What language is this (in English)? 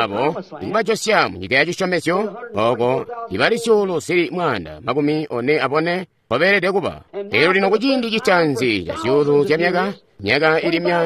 Tonga (Zambia)